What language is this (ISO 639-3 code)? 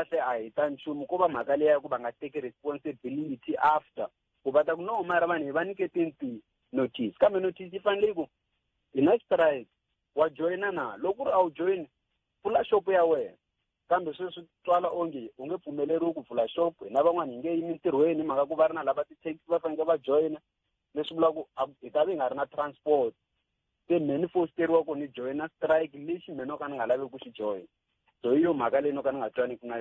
tso